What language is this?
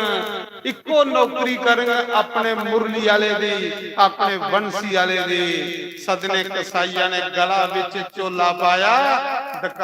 Dogri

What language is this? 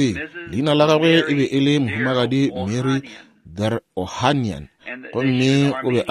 Northern Sotho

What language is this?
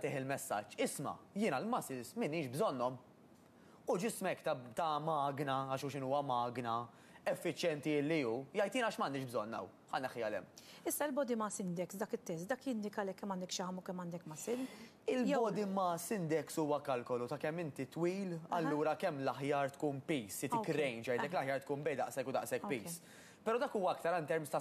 Maltese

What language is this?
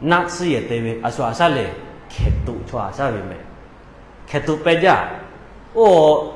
Lahu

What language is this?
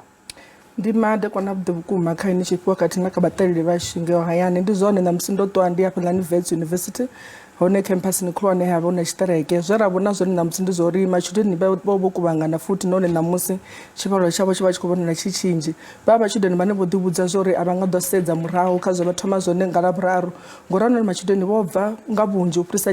Venda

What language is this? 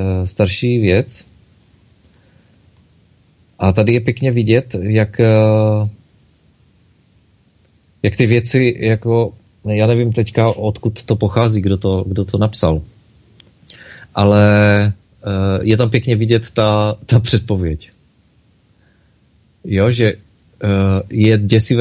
Czech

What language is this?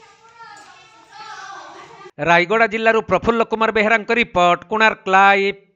Odia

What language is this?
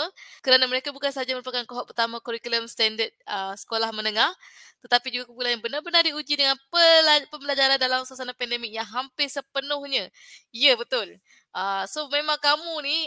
Malay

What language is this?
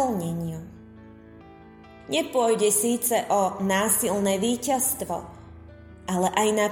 Slovak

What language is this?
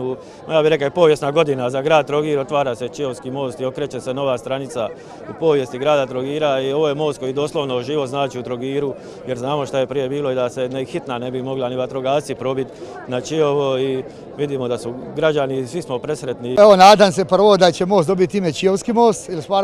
Croatian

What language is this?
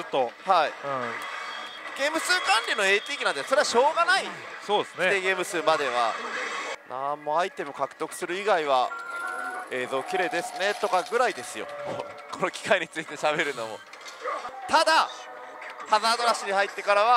Japanese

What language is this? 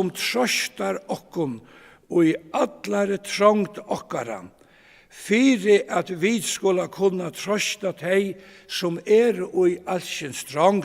Faroese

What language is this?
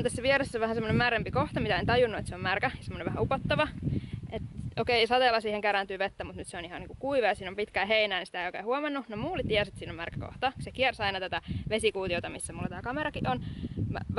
Finnish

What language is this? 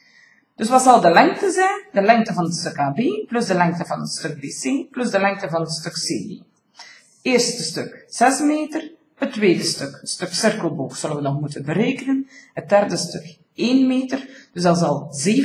Dutch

